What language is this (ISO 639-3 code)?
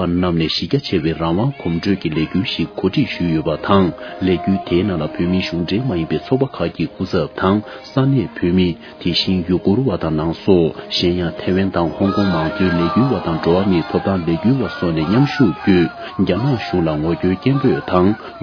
bod